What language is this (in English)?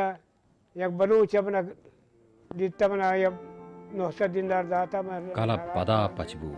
Baluchi